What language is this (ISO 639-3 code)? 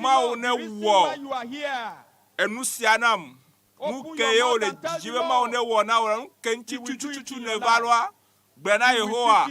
ewe